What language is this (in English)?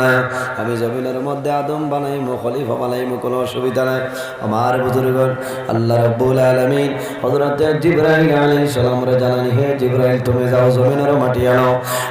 Sylheti